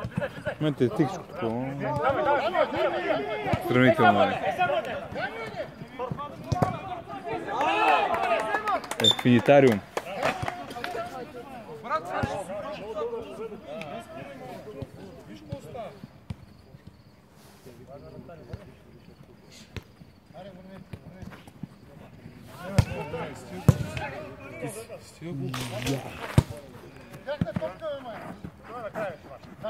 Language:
Bulgarian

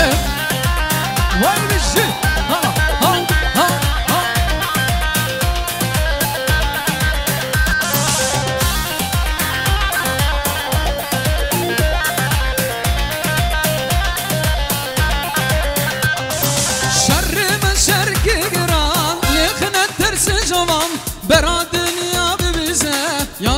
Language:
Kurdish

